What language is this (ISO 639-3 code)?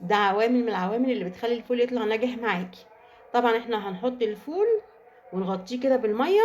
arz